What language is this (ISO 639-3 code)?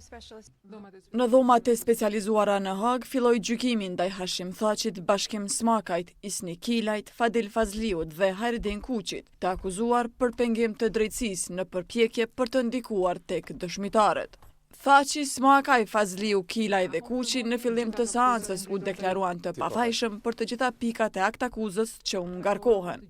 sqi